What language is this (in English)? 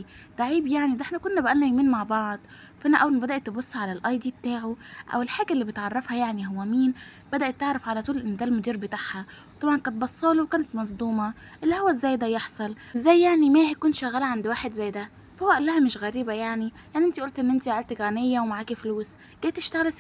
Egyptian Arabic